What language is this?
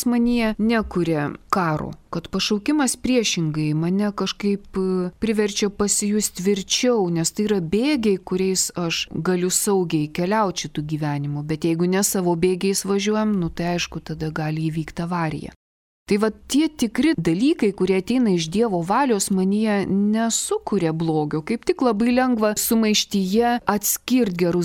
Lithuanian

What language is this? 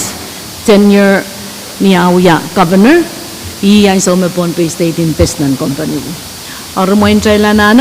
Pohnpeian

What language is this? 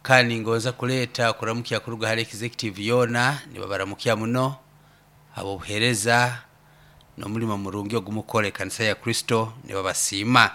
Nyoro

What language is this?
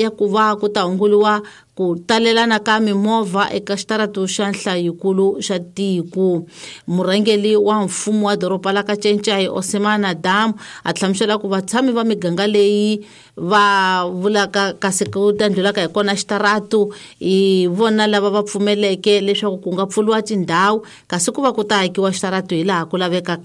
Tsonga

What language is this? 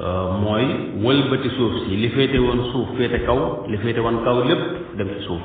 Wolof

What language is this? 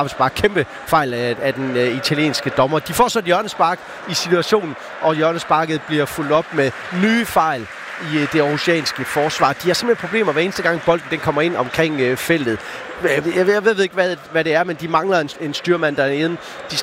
Danish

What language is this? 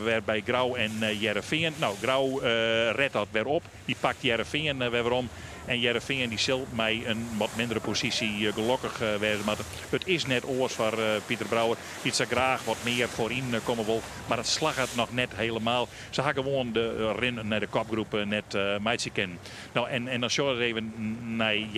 Western Frisian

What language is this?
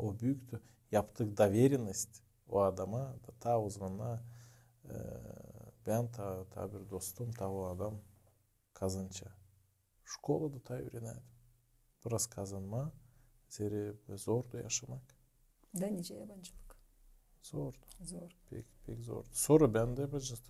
Gagauz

